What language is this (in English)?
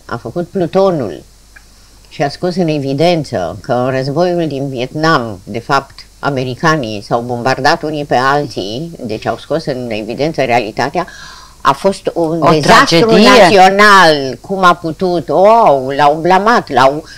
Romanian